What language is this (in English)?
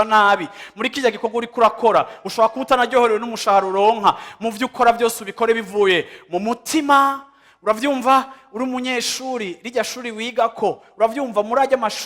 Rundi